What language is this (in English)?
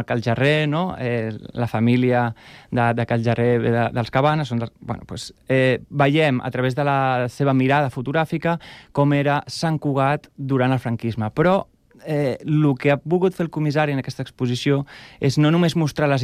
Catalan